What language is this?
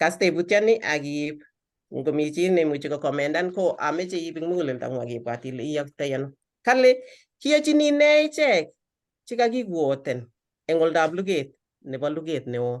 Kalenjin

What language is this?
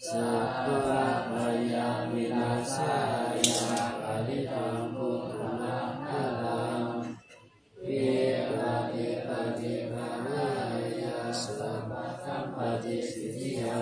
Pali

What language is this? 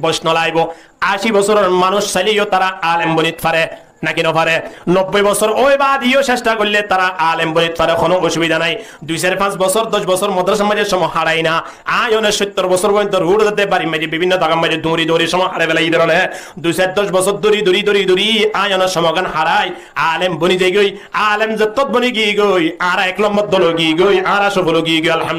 Rohingya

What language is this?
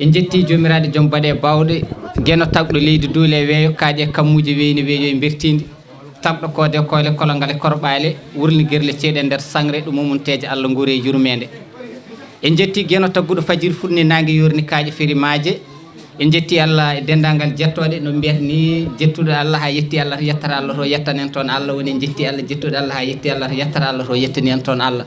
Fula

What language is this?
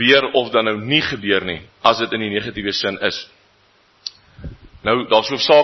Afrikaans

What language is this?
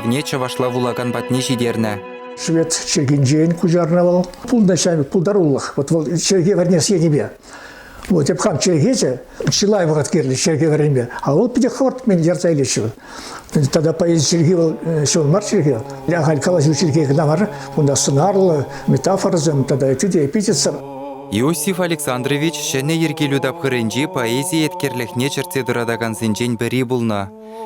Chuvash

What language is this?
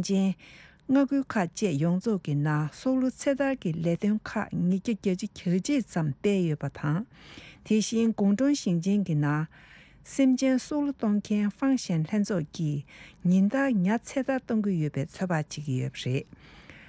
Tibetan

